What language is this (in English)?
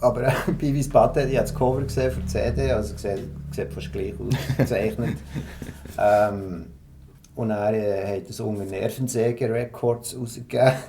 Swiss German